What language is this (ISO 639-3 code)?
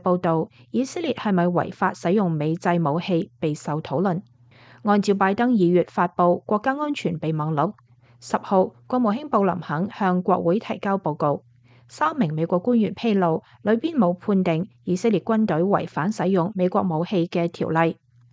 yue